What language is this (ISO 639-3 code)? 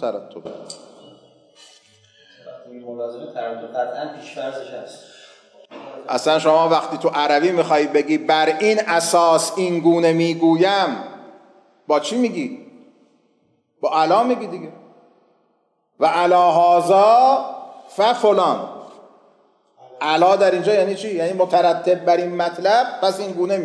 fas